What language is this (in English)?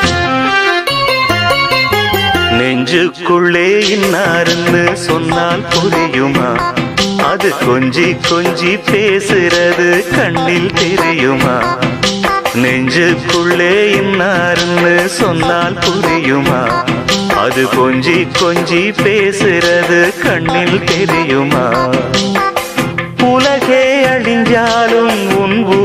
Tamil